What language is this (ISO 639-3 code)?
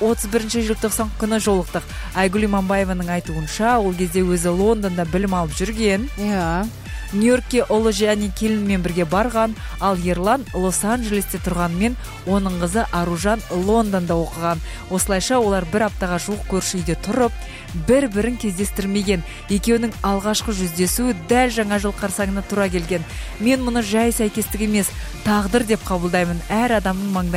kaz